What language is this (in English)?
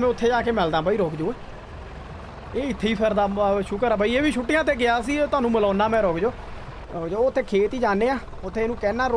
Punjabi